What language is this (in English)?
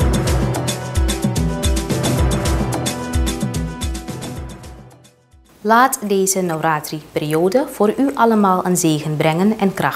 Dutch